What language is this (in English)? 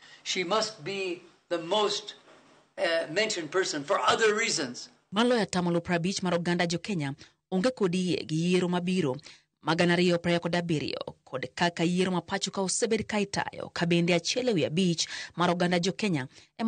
Luo (Kenya and Tanzania)